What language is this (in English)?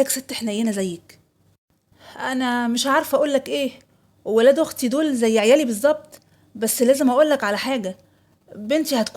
Egyptian Arabic